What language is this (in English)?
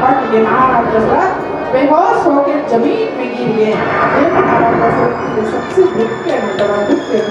Chhattisgarhi